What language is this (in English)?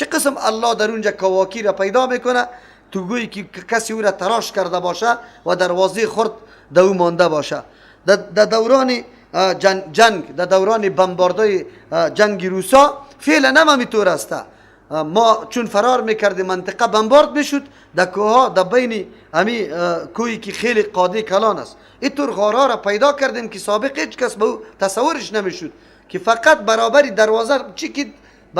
Persian